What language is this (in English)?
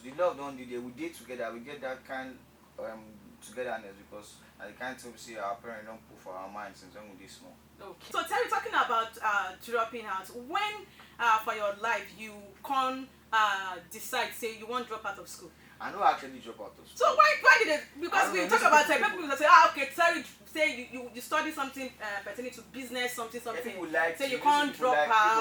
Nigerian Pidgin